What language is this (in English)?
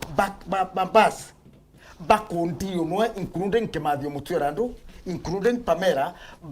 Meru